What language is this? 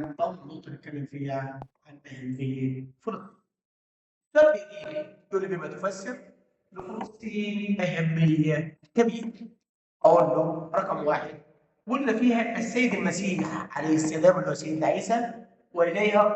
Egyptian Arabic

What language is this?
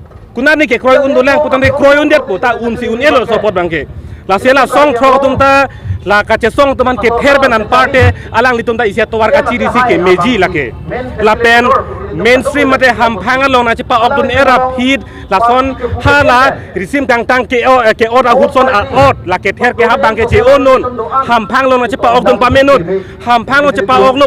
Karbi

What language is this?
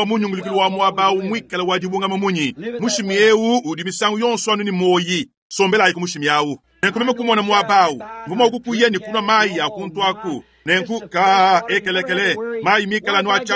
Luba-Lulua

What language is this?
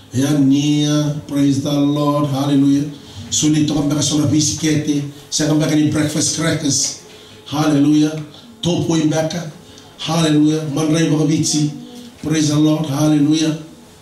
Fijian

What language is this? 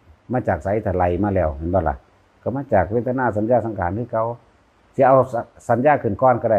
Lao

